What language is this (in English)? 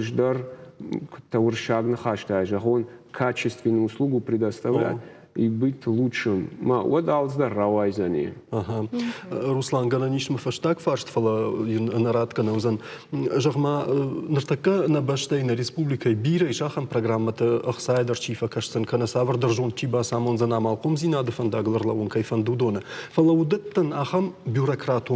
Ossetic